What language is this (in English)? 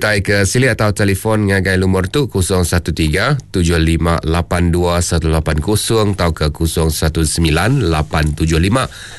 Iban